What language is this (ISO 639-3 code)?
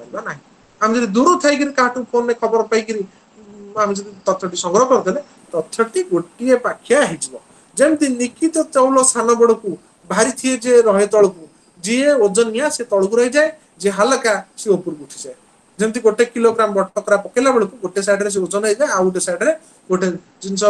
ori